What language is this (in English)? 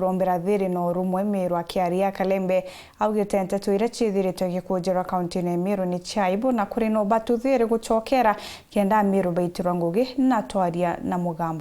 Meru